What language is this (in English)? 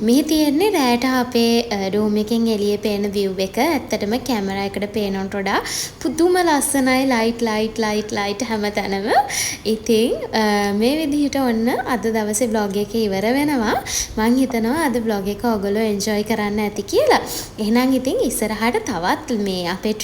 Sinhala